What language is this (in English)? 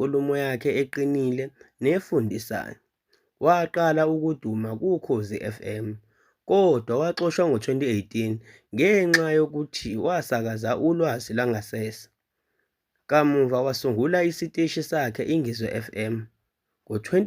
Zulu